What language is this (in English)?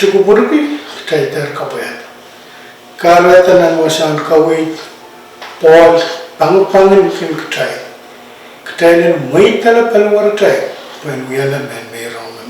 Pohnpeian